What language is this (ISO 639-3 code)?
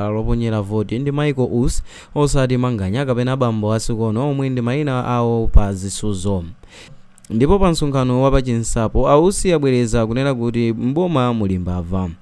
nya